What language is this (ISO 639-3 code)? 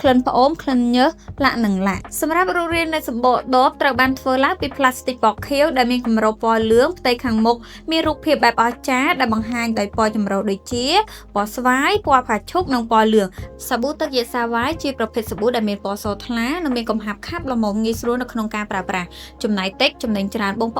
khm